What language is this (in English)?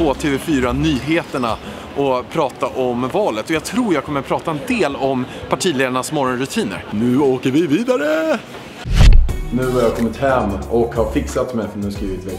Swedish